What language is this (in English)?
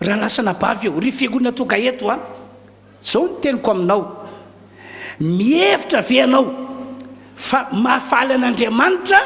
Malagasy